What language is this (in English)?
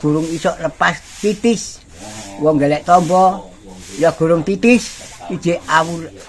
Javanese